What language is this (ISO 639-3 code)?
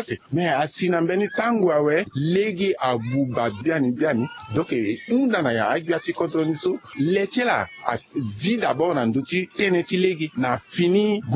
sag